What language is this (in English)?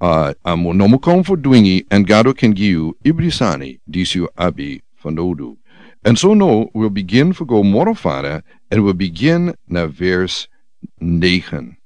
Sranan Tongo